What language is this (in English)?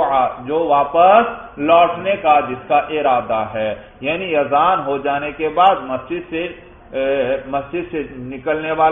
Urdu